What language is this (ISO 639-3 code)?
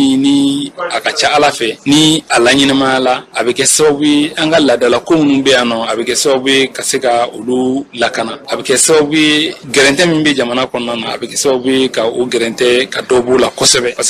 bam